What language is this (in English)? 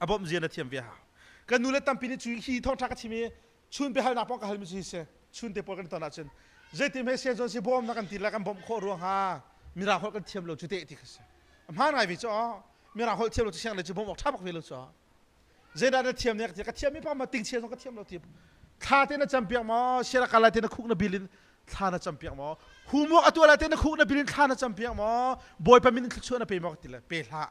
Hakha Chin